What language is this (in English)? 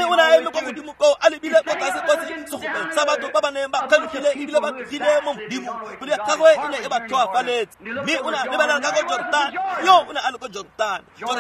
Tswana